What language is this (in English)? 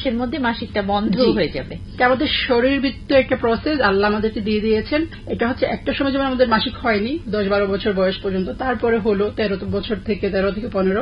Bangla